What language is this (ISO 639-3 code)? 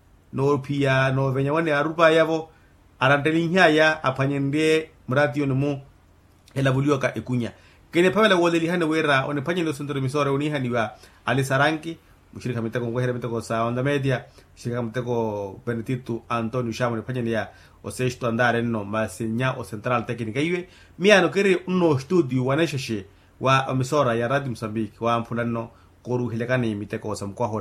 vmw